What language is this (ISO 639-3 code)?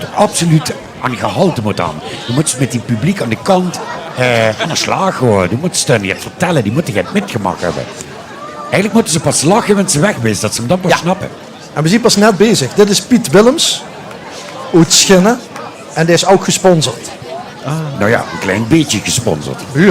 lim